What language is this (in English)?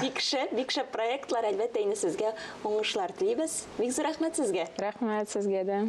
Tatar